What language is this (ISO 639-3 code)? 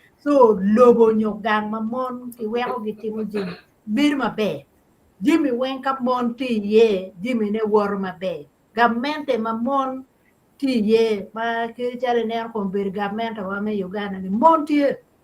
ach